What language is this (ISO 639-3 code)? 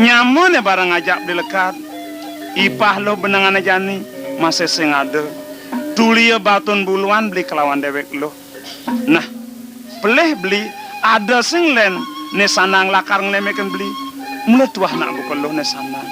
ban